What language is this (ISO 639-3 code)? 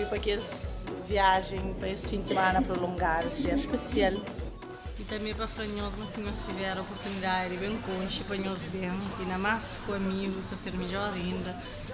kea